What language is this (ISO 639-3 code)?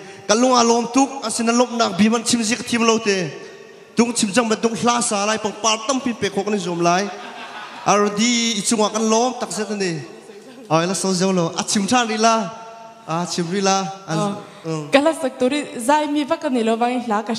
cnh